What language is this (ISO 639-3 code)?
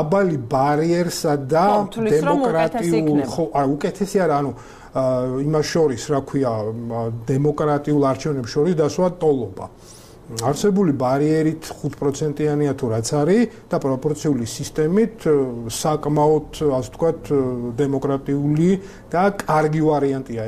kat